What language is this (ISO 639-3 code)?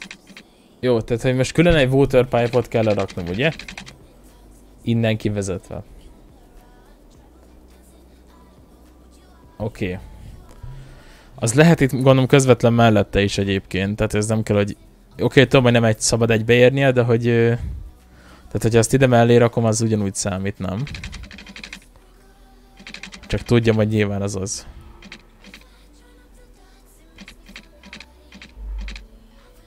hun